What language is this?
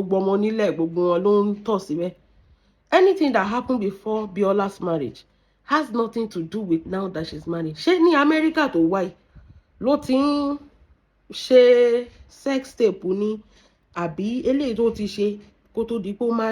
Yoruba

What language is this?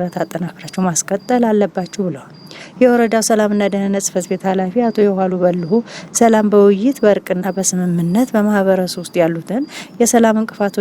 Amharic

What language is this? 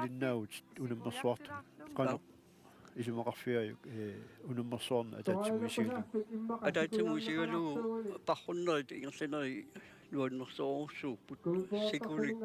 Kalaallisut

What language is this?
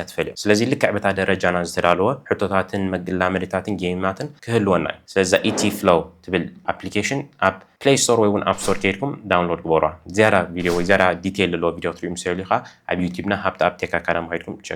Tigrinya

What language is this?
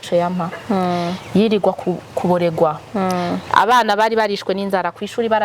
Rundi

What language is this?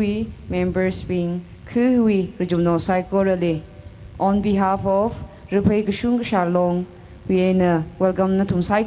Tangkhul Naga (India)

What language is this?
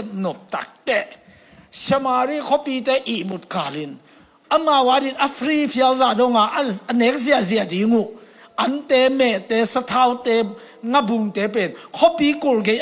Tedim Chin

